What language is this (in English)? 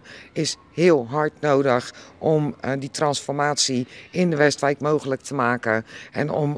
Dutch